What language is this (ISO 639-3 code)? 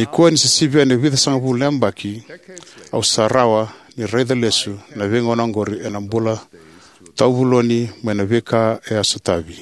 fij